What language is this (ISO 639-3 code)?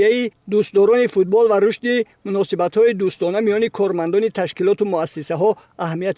tgk